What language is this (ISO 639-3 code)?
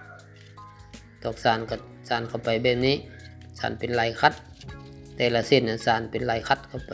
lao